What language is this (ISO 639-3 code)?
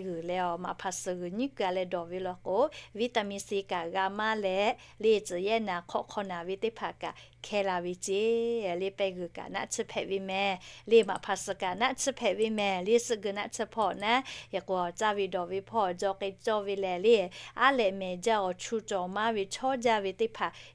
lhu